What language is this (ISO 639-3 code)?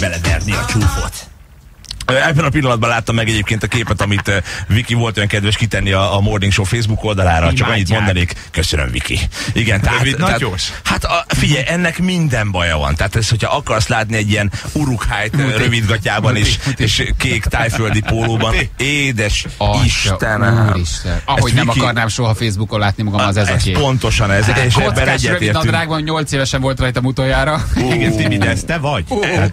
hun